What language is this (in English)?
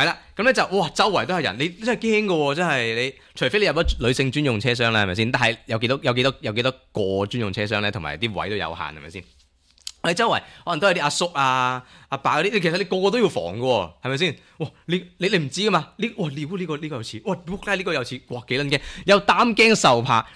Cantonese